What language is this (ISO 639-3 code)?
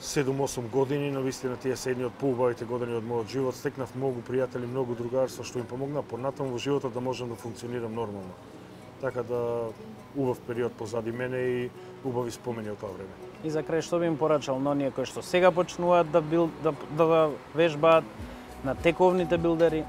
mkd